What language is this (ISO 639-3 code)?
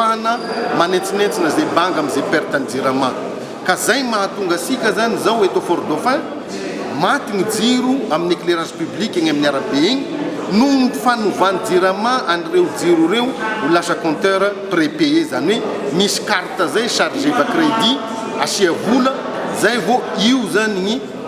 mlg